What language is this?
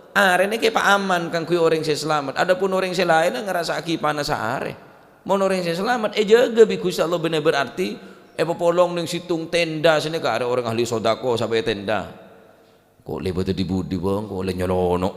Madurese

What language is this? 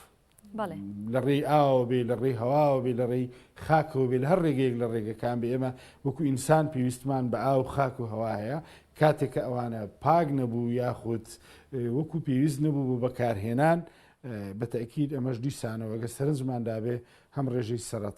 Central Kurdish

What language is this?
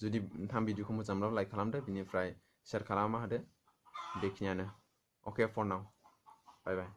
Bodo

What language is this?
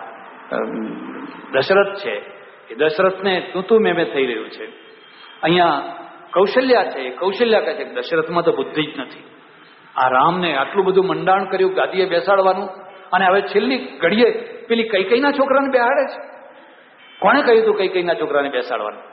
Gujarati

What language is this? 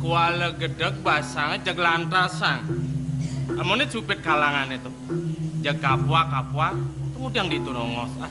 Balinese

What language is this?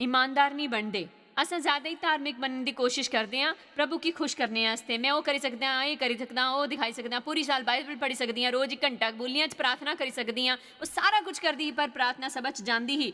Dogri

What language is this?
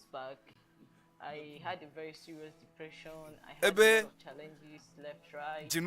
Ewe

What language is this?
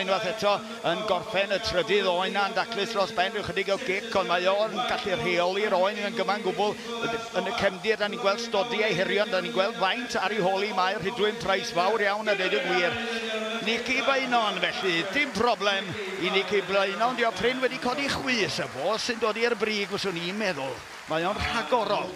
Welsh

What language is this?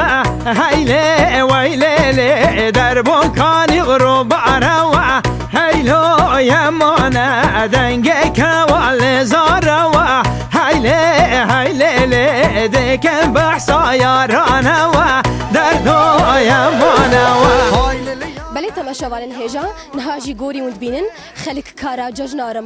Kurdish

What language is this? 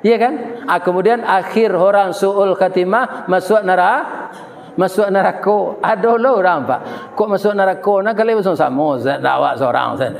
Minangkabau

